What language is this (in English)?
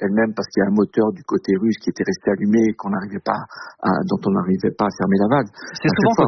French